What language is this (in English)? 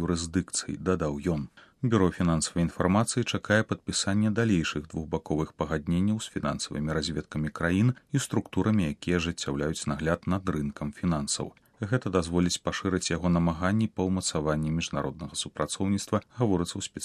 Belarusian